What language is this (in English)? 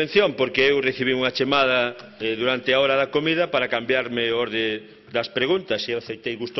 Galician